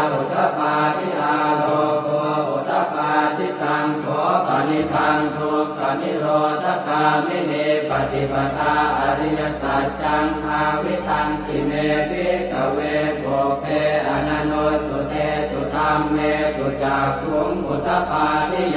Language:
Pali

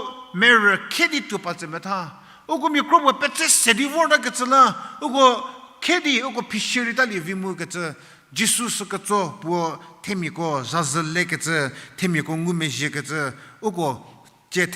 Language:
Angami Naga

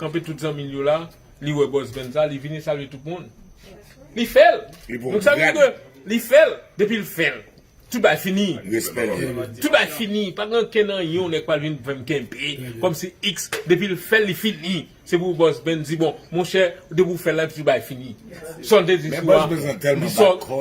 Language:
Haitian Creole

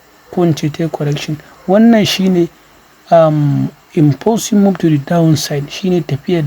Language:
Hausa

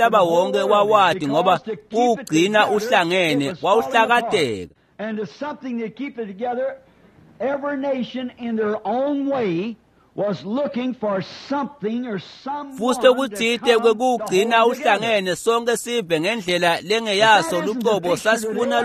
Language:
Swati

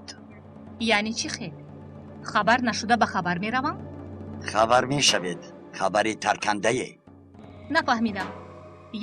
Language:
Tajik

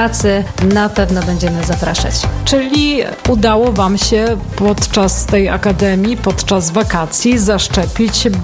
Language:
Polish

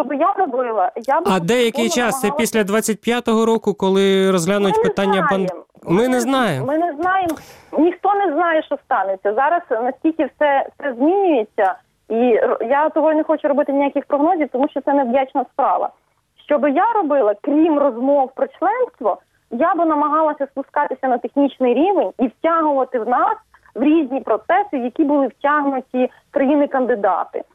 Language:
Ukrainian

